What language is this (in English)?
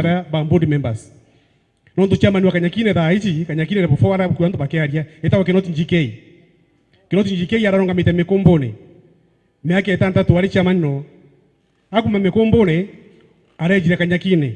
Meru